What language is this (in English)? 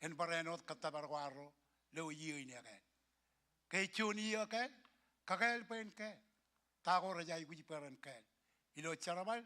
Marshallese